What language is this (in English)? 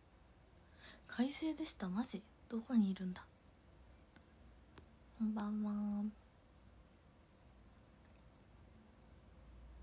Japanese